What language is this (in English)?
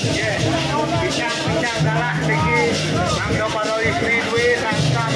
Balinese